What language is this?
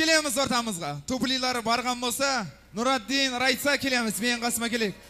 Kazakh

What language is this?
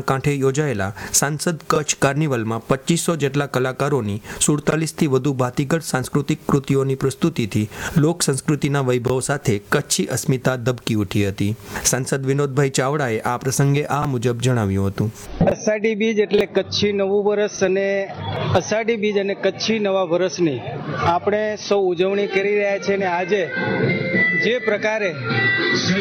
Gujarati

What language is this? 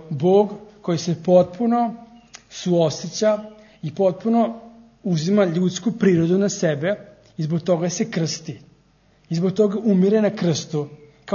Serbian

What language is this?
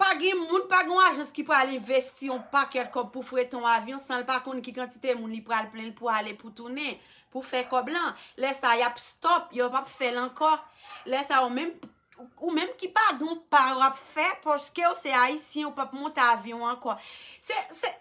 Haitian Creole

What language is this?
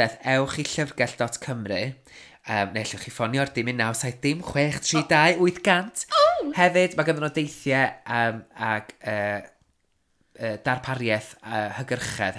Welsh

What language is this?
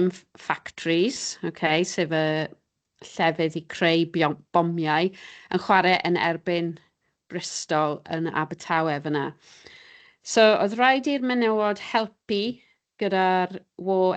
Welsh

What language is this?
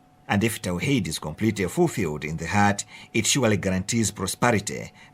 English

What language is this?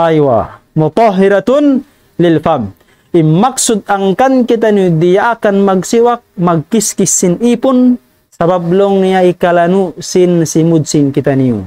Tausug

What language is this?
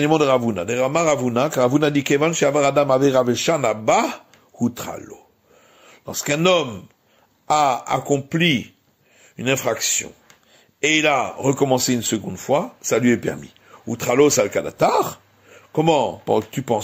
French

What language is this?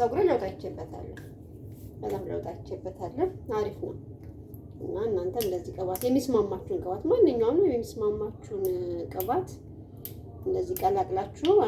Amharic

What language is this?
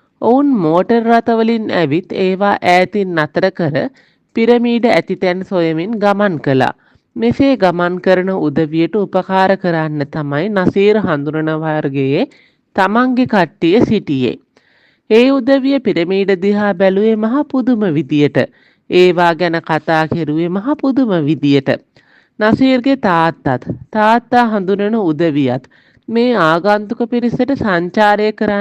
Sinhala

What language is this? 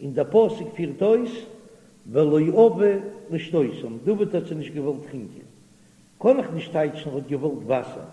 Yiddish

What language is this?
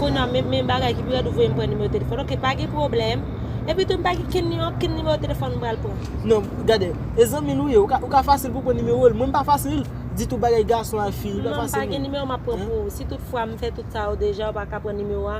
Haitian Creole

